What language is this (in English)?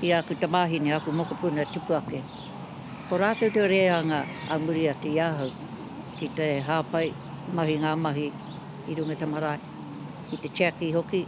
Māori